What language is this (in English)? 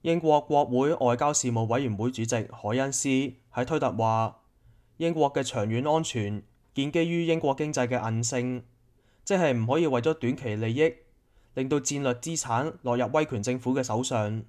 Cantonese